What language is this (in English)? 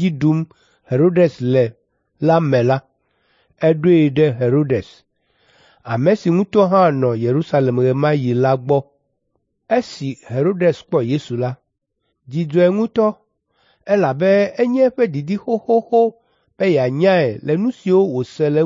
Ewe